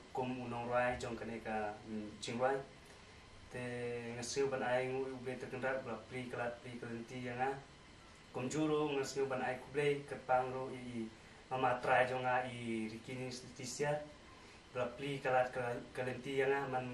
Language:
Khasi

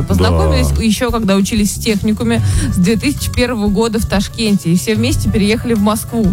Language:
Russian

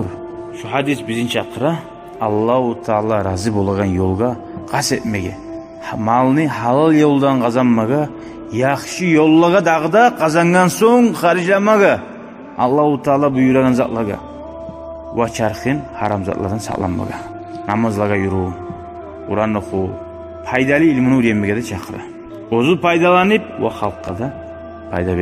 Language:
Kumyk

